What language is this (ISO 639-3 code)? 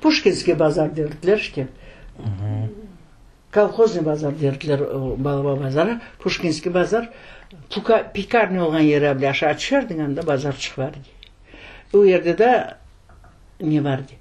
crh